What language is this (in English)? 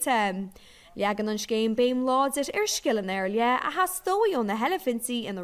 Irish